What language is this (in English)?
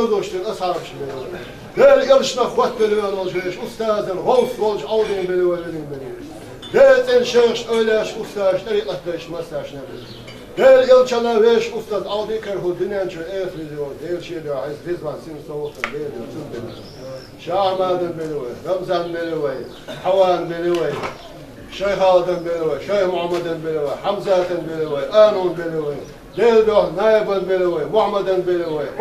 Chechen